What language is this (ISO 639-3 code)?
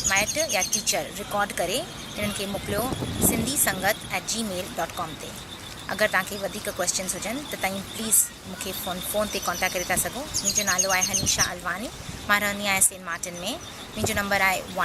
snd